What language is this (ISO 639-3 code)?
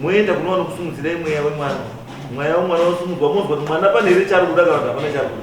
sna